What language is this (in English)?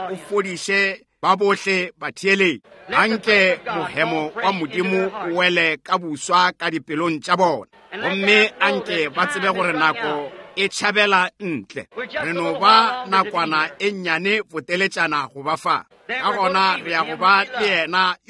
Northern Sotho